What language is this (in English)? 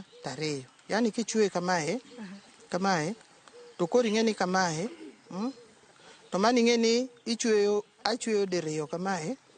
Luo (Kenya and Tanzania)